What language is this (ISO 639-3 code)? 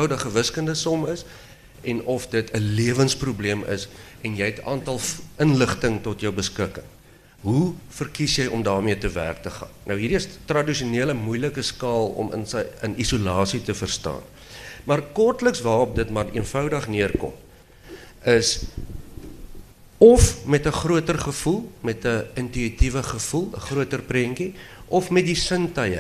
afr